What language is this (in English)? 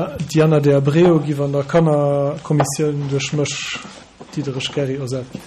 Luxembourgish